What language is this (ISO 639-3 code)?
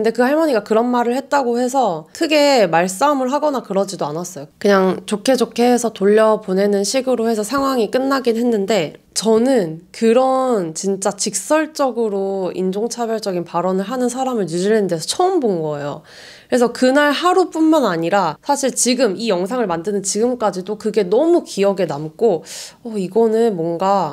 kor